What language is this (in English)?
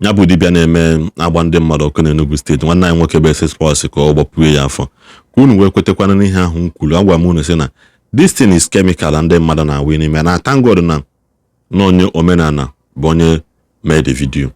Igbo